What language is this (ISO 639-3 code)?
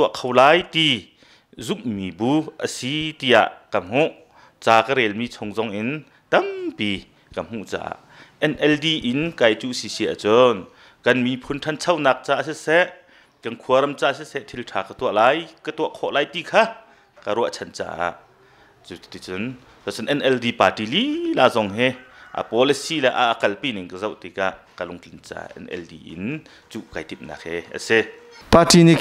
cnh